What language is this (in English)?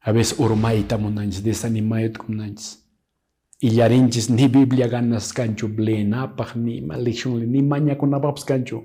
Quechua